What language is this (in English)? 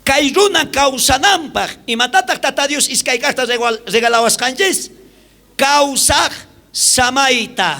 South Bolivian Quechua